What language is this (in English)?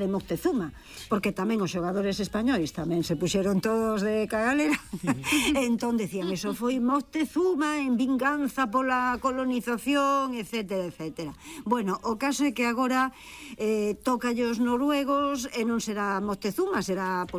Galician